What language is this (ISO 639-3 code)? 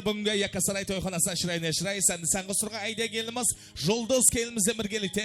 kaa